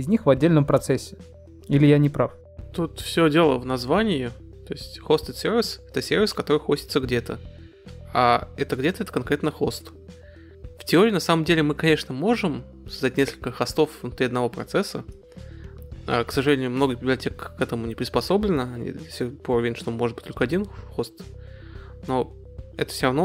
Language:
Russian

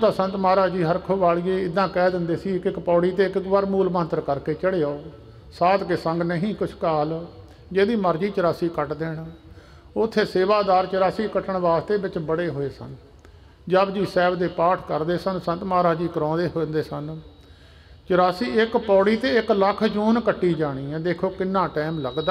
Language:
Punjabi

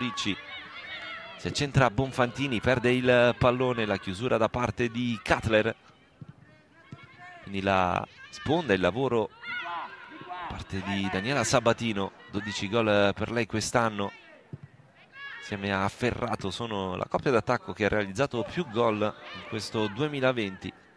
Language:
Italian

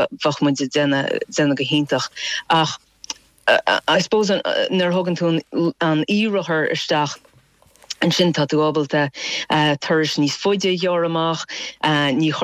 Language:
Irish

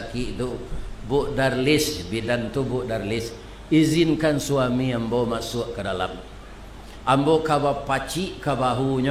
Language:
Minangkabau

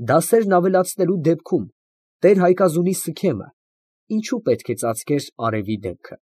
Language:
Armenian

